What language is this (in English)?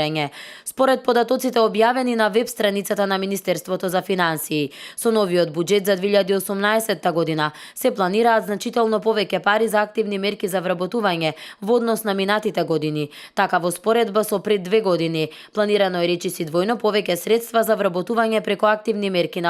Macedonian